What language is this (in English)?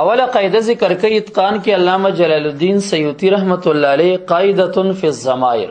Pashto